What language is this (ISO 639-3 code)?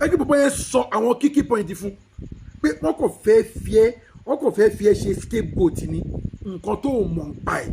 yor